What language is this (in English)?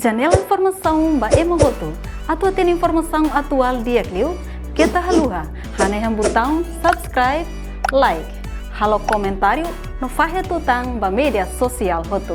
Tetum